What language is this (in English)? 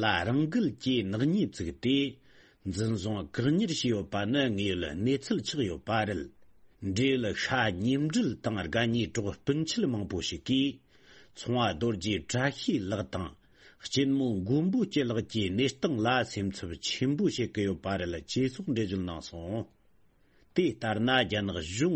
Tibetan